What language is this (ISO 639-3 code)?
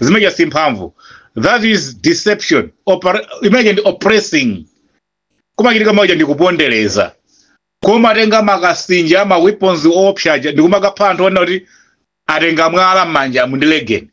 nya